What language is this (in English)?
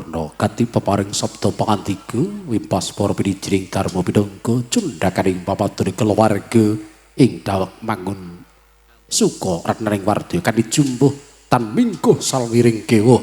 Javanese